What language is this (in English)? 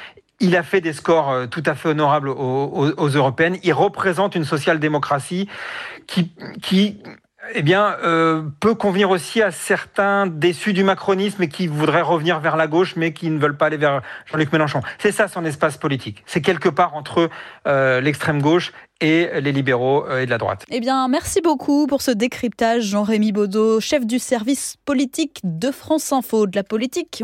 French